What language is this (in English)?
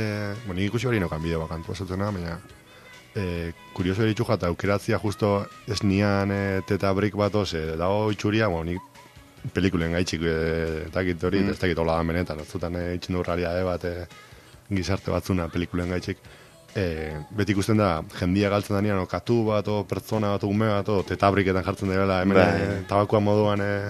Basque